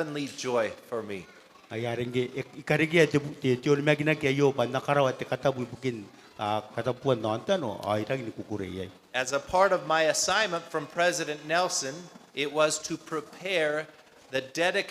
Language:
Gilbertese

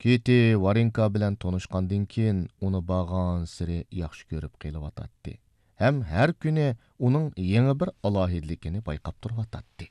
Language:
Uyghur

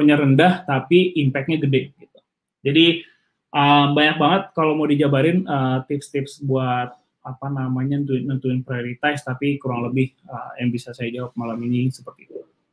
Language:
Indonesian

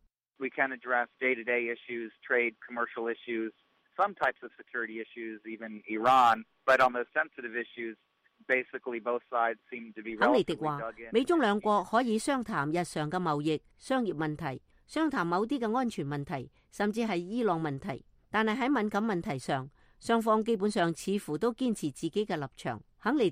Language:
Cantonese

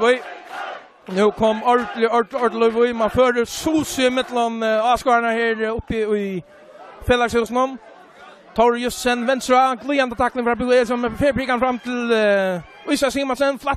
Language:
Faroese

